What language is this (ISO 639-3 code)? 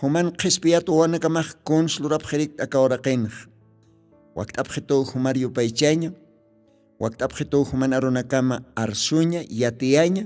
aym